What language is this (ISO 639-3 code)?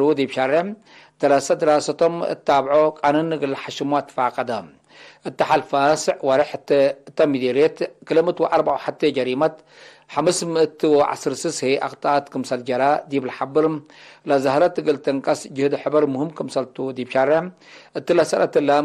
tig